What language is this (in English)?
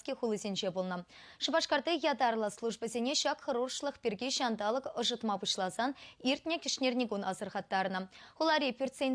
Chuvash